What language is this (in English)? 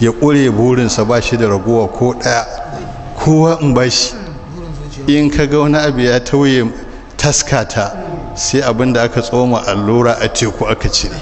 Hausa